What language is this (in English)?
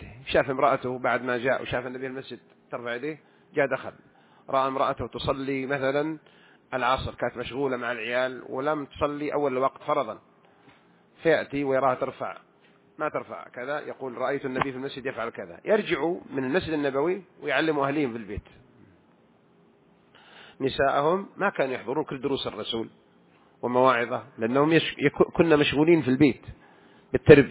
Arabic